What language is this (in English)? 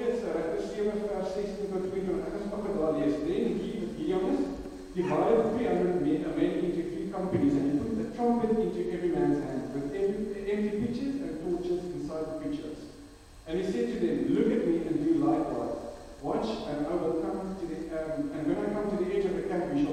Afrikaans